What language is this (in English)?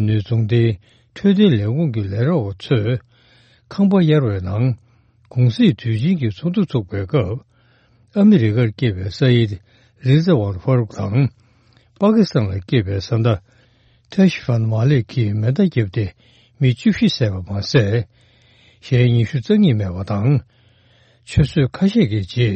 Tibetan